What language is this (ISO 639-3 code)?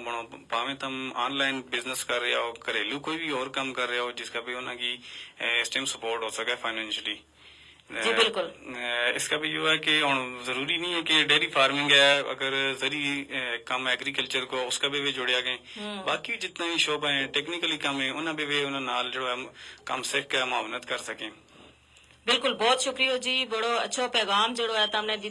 gju